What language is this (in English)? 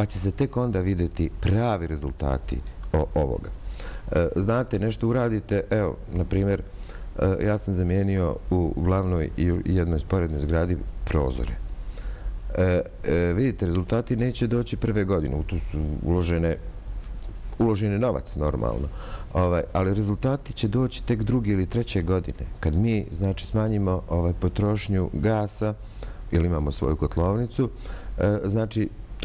Bosnian